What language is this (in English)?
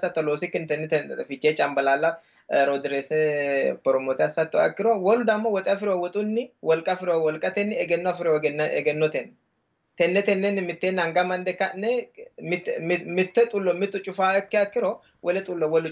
Sidamo